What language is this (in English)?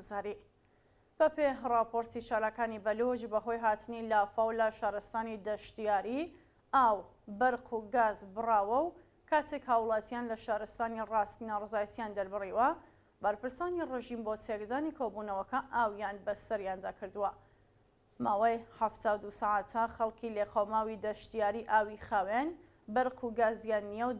Central Kurdish